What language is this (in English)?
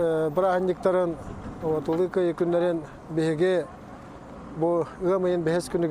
Yakut